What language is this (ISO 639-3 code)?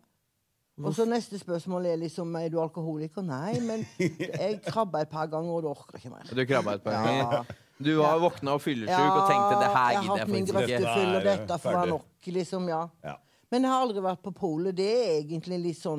nor